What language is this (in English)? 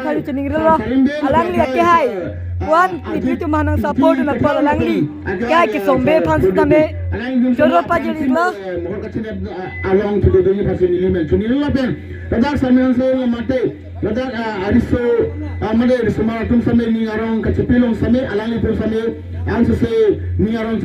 Karbi